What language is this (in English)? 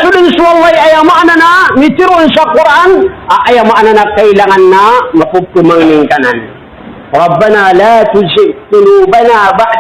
Maranao